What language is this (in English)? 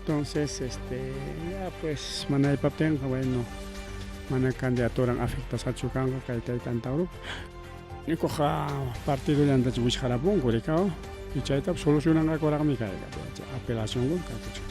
Ayacucho Quechua